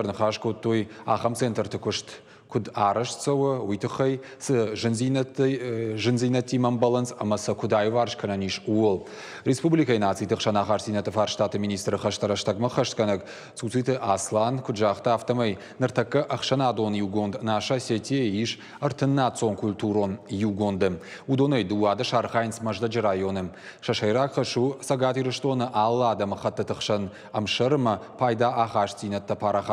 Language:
Ossetic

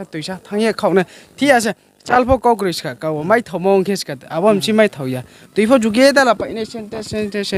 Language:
Riang (India)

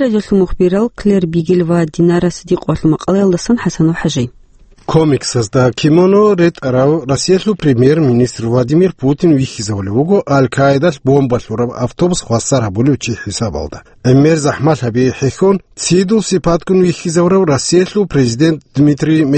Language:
Avaric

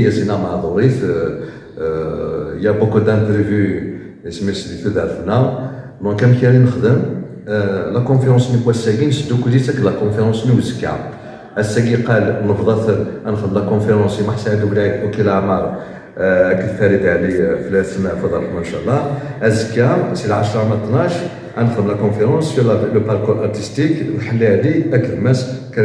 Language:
Kabyle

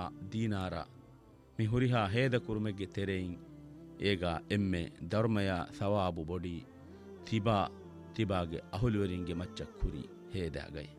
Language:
Divehi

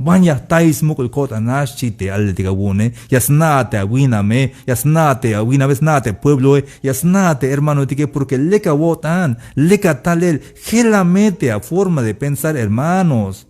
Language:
Tzeltal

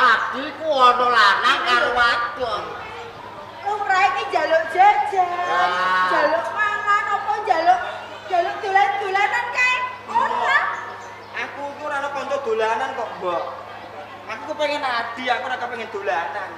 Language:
Javanese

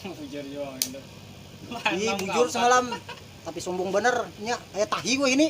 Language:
Banjar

